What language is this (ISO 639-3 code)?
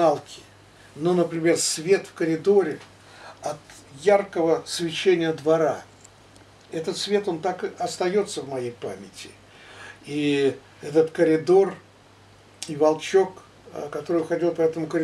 rus